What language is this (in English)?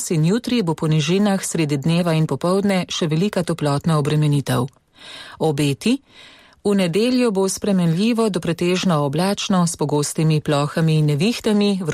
Slovenian